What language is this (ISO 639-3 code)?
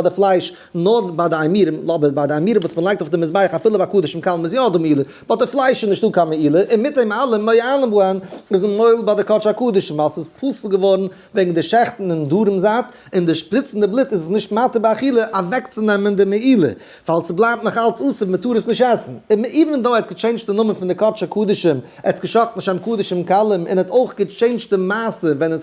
yid